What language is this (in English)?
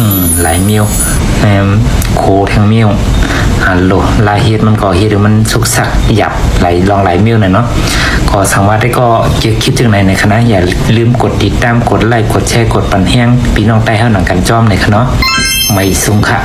Shan